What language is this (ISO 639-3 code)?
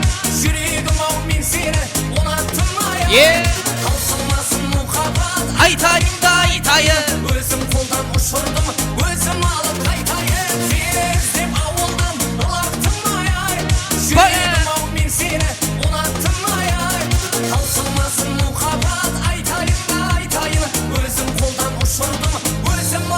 kaa